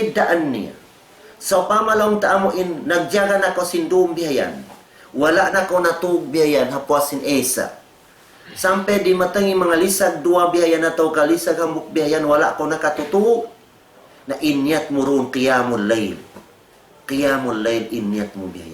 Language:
Tausug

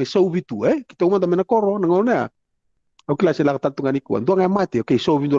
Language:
Fijian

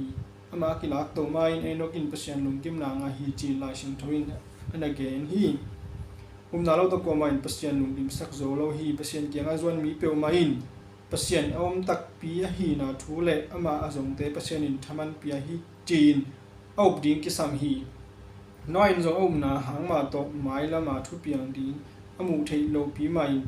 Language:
Tedim Chin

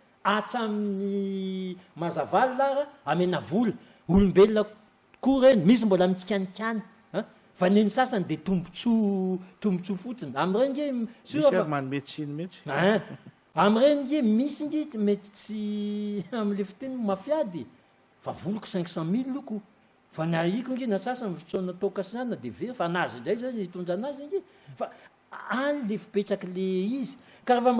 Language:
Malagasy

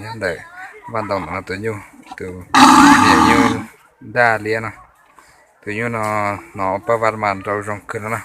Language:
Hmong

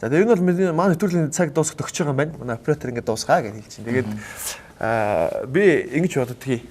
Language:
Mongolian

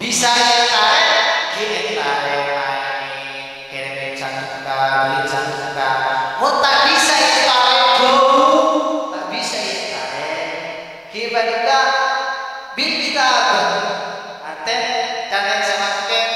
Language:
Madurese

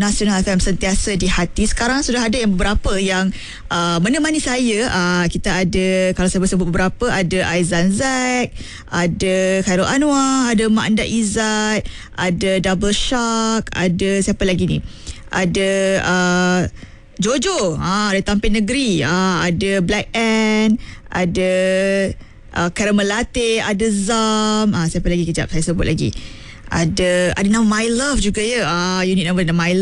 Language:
Malay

